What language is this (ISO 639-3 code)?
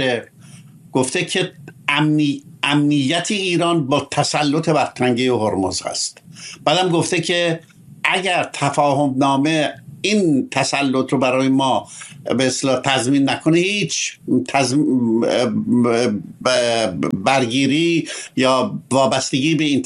fas